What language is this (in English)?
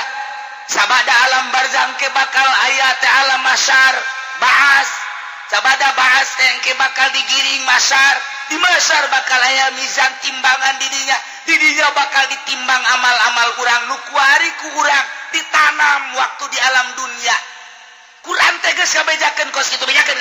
Sundanese